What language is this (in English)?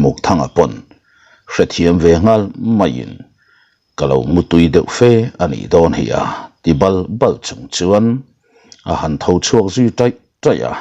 Mizo